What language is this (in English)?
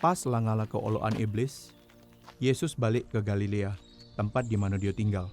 Musi